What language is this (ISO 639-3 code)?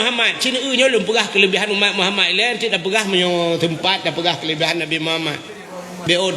ace